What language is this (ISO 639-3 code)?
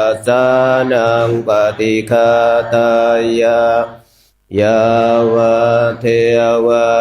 pli